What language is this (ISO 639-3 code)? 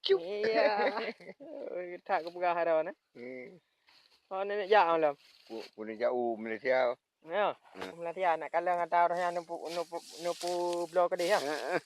ace